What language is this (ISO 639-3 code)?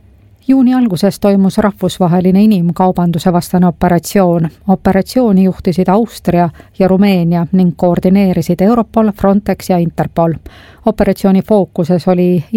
est